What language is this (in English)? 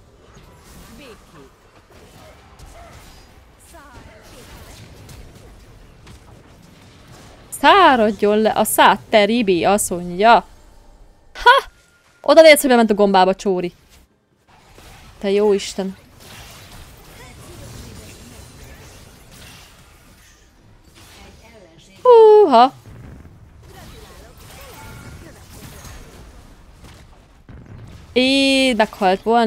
Hungarian